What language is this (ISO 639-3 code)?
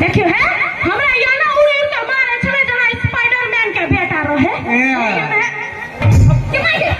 mai